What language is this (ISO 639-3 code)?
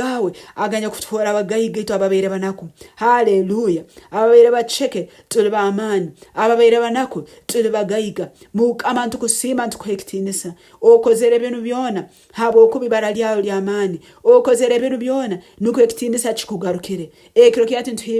nyo